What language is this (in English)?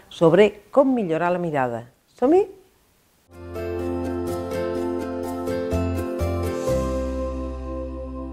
Catalan